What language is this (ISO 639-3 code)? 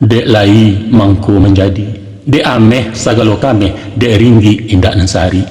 min